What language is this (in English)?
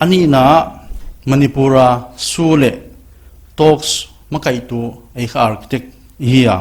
Paite Chin